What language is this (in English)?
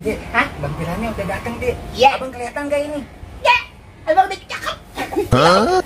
Betawi